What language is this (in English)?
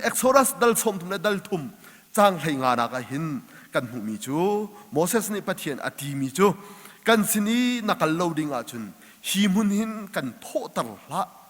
Hakha Chin